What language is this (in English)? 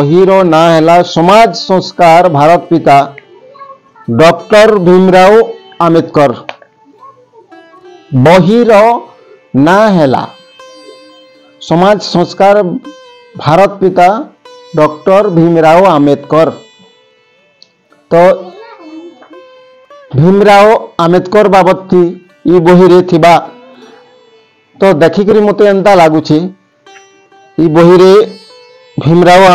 Odia